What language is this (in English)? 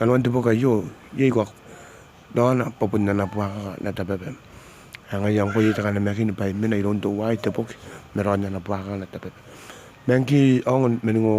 Gilbertese